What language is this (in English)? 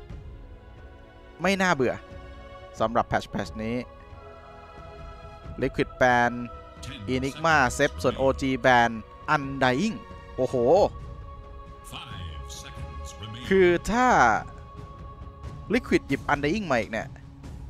Thai